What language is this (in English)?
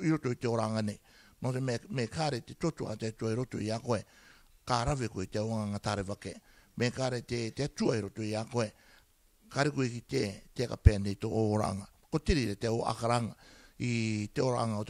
Rarotongan